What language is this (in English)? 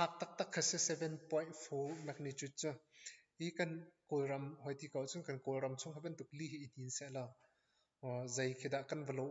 Hakha Chin